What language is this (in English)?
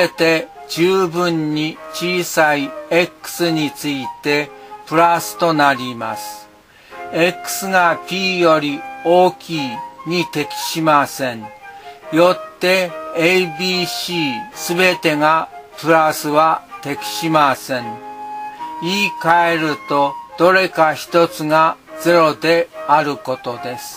Japanese